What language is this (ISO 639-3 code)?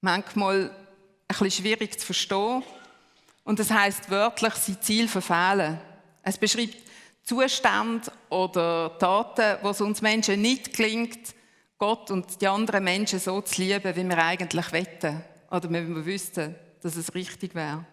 gsw